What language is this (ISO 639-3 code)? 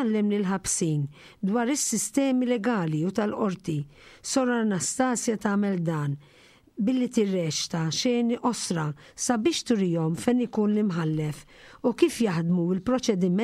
mlt